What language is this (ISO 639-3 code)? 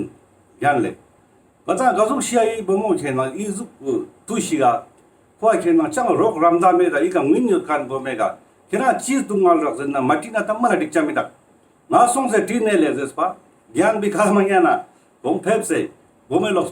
lbj